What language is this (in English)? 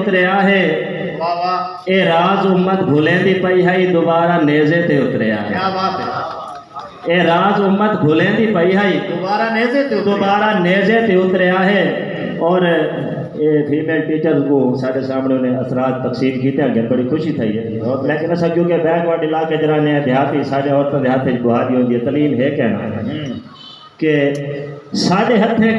Saraiki